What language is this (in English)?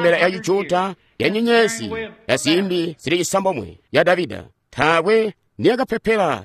Tonga (Zambia)